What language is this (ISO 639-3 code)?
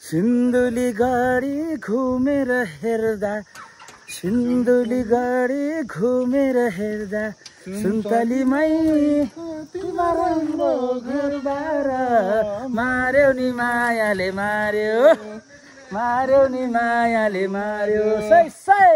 nep